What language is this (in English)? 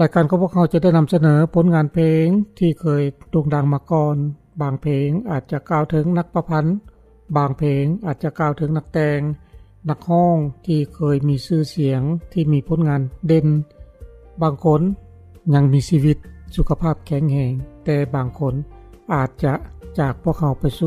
Lao